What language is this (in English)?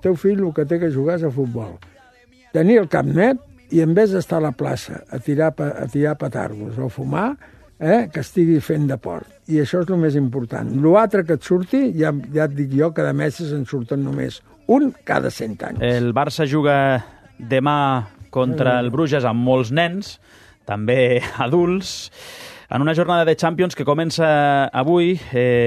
Catalan